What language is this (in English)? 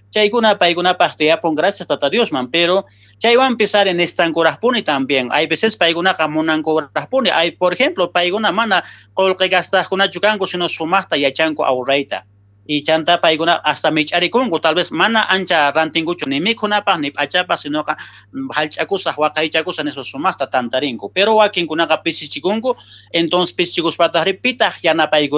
South Bolivian Quechua